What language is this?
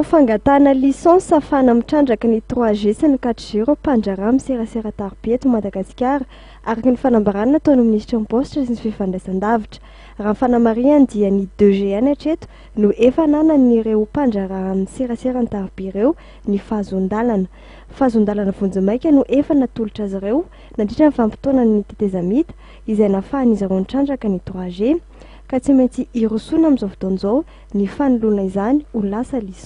Malagasy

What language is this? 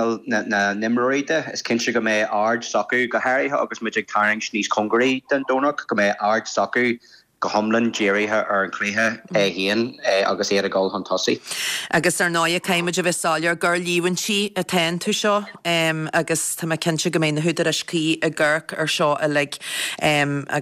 Irish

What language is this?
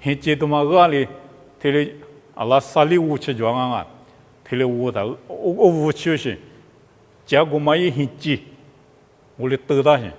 Lisu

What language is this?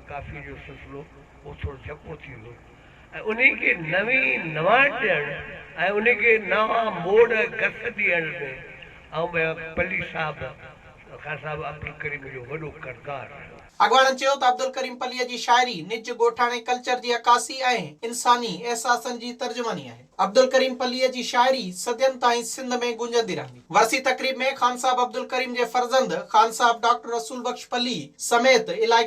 Sindhi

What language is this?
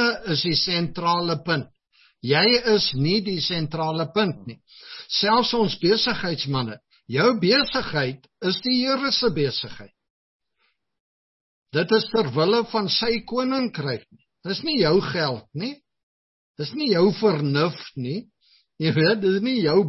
Afrikaans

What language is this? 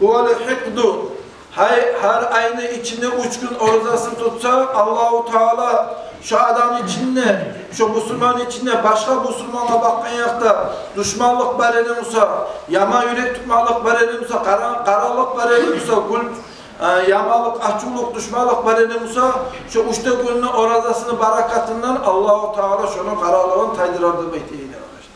Kumyk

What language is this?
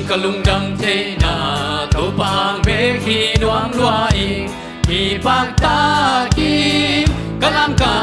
Tedim Chin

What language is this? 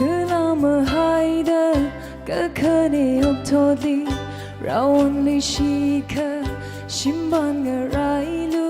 Tangkhul Naga (India)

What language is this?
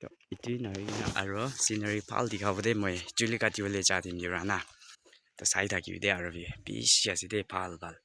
Naga Pidgin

